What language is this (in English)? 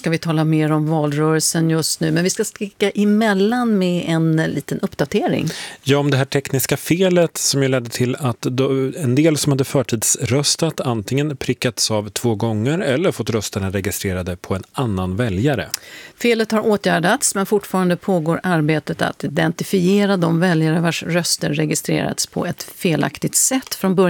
Swedish